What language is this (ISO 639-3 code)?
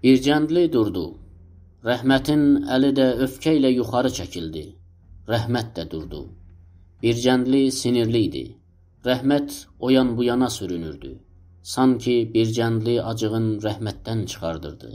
azb